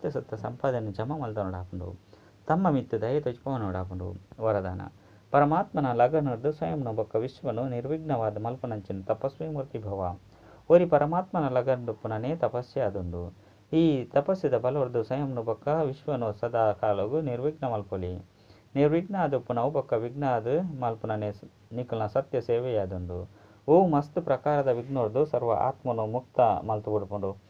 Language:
Tulu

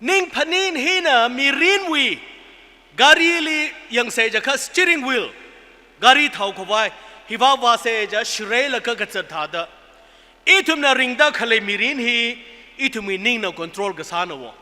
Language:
Tangkhul Naga (India)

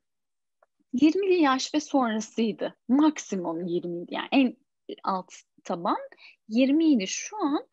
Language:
Turkish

